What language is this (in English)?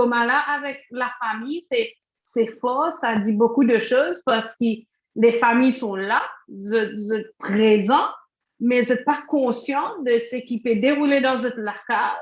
Morisyen